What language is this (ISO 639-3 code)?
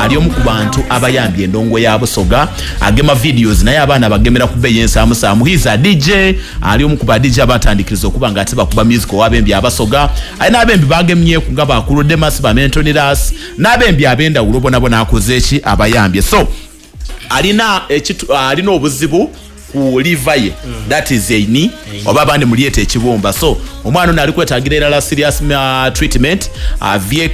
xog